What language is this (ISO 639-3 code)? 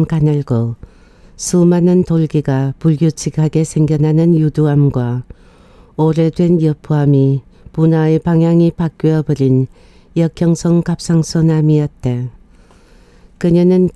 kor